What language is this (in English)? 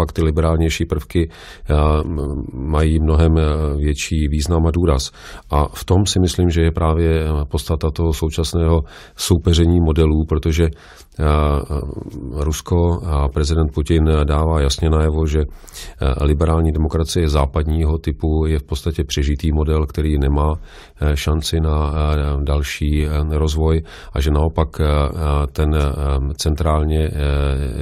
Czech